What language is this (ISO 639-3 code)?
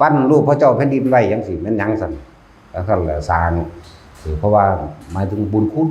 tts